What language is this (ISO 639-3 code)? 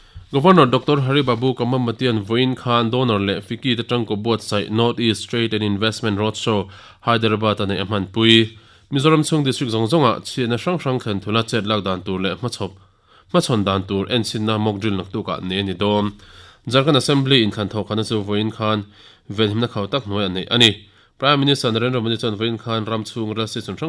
lus